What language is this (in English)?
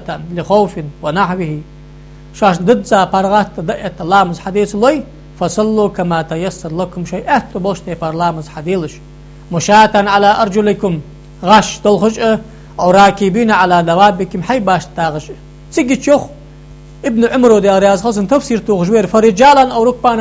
Ingush